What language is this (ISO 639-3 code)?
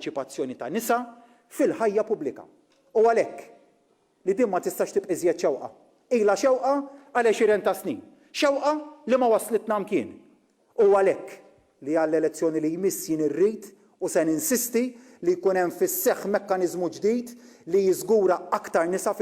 mlt